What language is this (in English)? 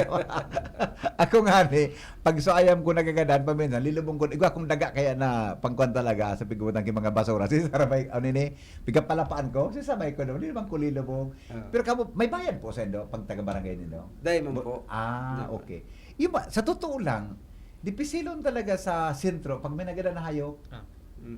Bikol